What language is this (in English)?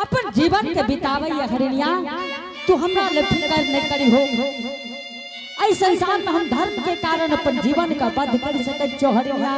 Angika